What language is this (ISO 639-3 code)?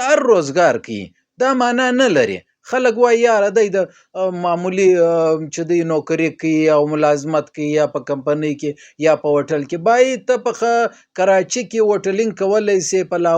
pus